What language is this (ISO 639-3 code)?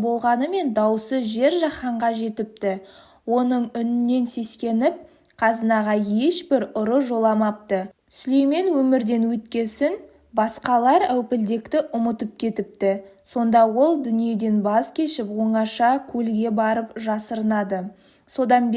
kaz